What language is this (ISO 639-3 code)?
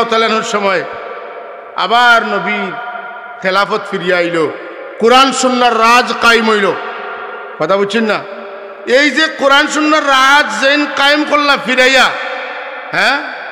syl